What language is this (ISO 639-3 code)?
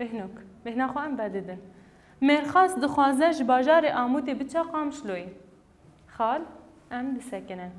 kur